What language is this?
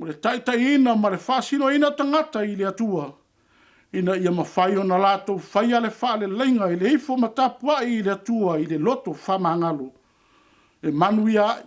Samoan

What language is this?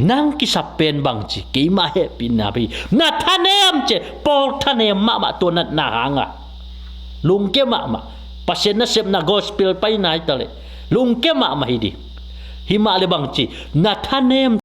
Tedim Chin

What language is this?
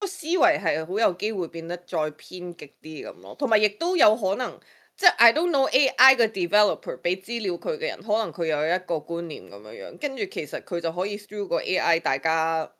Cantonese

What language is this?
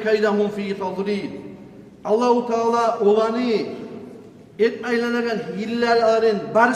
Kumyk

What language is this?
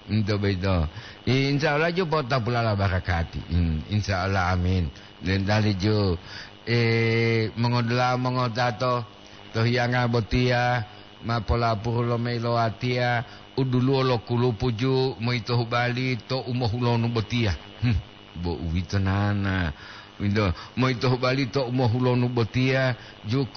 Gorontalo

